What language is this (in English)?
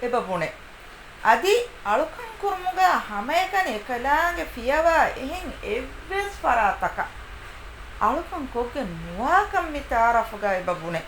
Divehi